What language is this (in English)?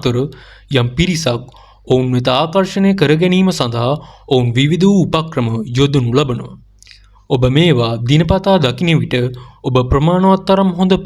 Sinhala